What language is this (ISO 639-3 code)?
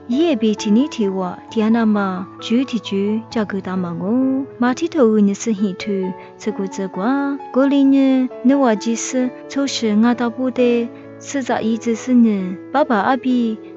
lis